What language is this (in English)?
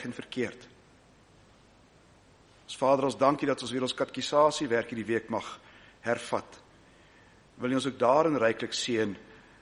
Afrikaans